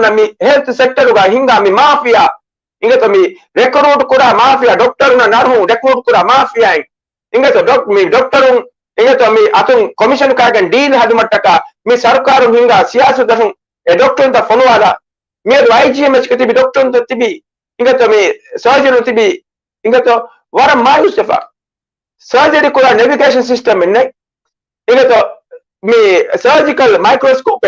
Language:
Divehi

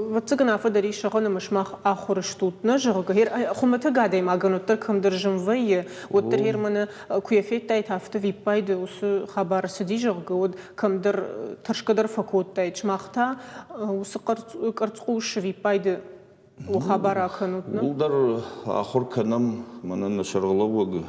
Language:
Ossetic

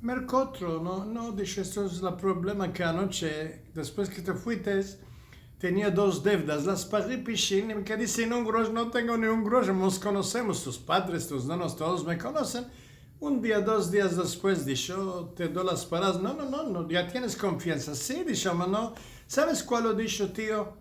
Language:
Ladino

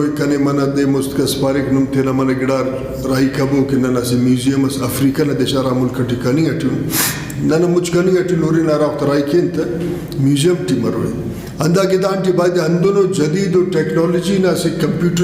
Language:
Brahui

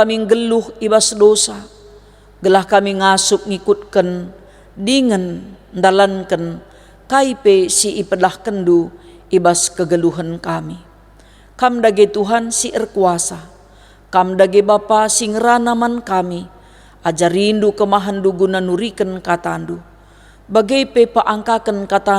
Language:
Batak Karo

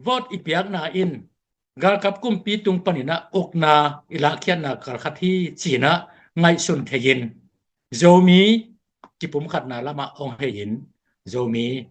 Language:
Tedim Chin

